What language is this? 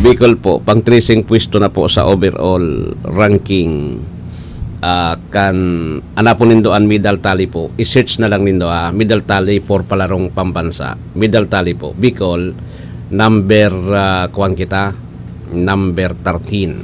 Bikol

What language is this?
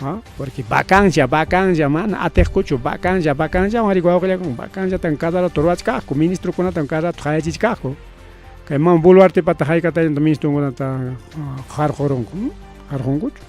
Ayacucho Quechua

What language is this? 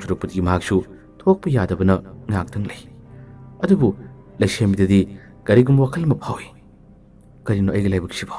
Manipuri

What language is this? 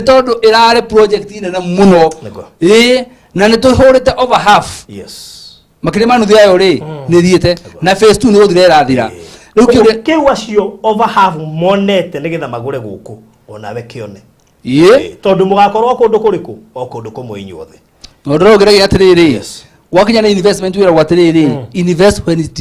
Kikuyu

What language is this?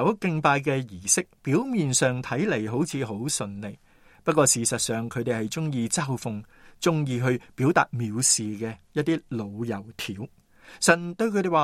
Cantonese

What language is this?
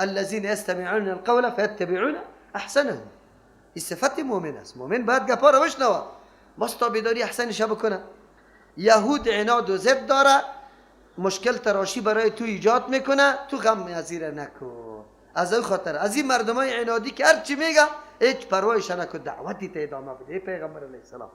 Persian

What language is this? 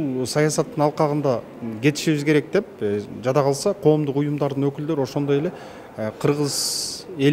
Kyrgyz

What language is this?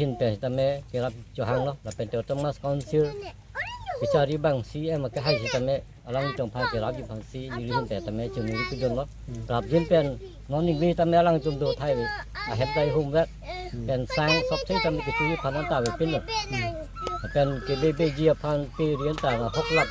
Karbi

